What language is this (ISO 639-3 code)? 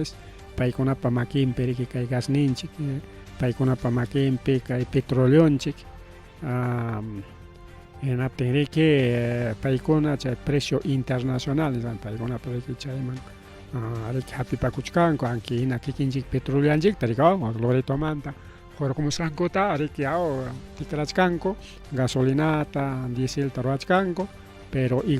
quy